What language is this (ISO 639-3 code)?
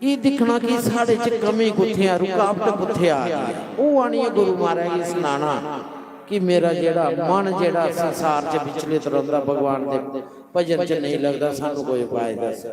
doi